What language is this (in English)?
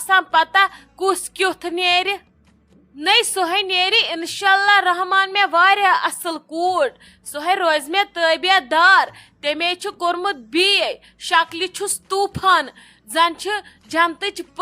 Kashmiri